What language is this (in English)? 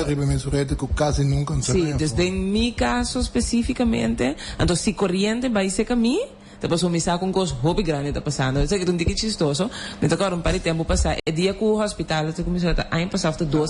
Papiamento